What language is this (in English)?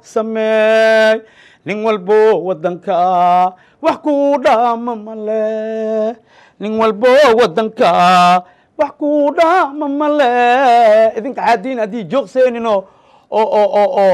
Somali